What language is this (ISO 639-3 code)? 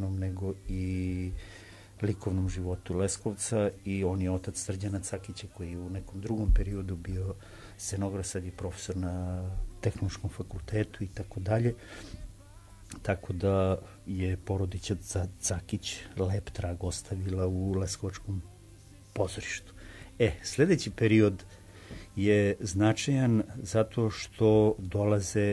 srp